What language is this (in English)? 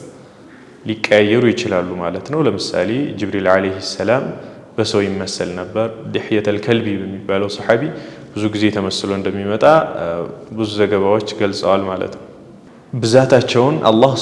Amharic